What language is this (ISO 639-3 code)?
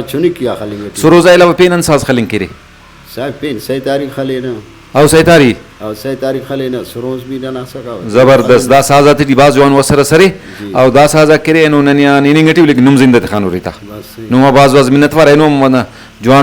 brh